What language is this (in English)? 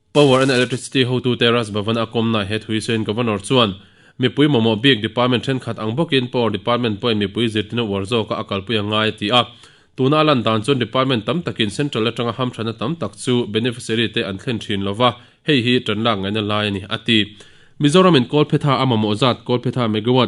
Mizo